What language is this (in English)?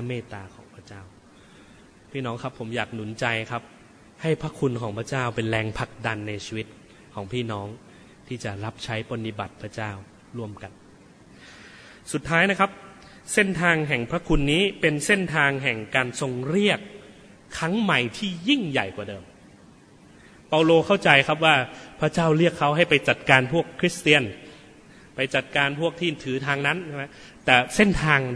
Thai